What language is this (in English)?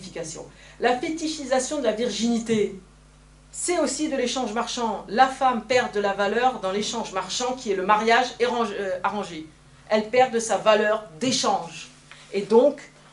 French